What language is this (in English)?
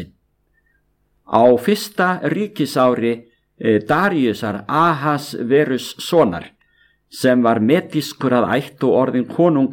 Icelandic